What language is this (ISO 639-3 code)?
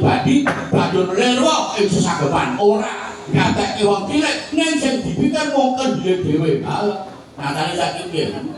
jav